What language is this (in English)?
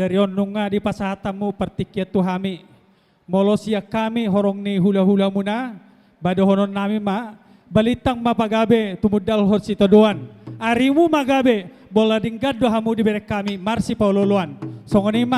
Batak Toba